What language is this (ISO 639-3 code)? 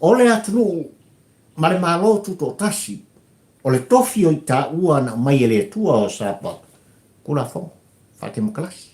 smo